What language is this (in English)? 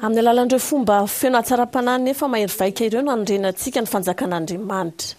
Malagasy